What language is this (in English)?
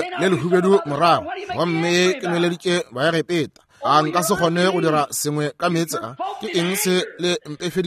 Northern Sotho